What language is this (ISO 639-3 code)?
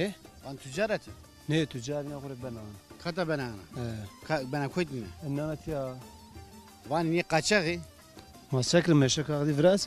zza